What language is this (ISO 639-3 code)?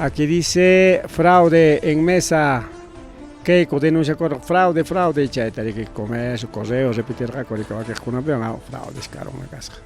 quy